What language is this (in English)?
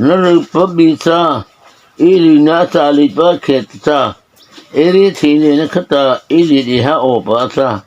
Mara Chin